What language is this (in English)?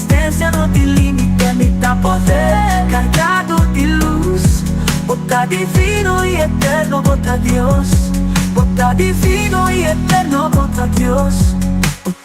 Papiamento